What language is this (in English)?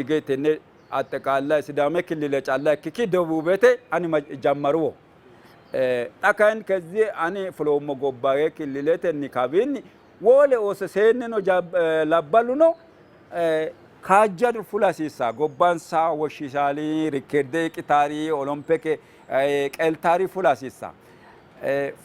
Sidamo